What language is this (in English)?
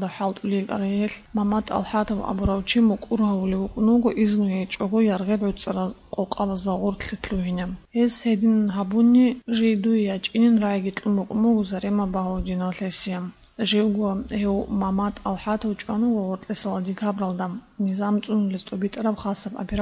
Avaric